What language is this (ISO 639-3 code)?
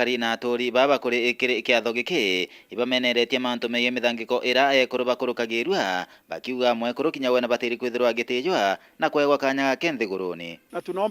mer